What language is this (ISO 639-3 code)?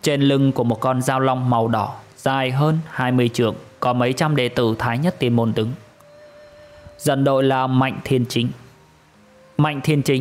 vie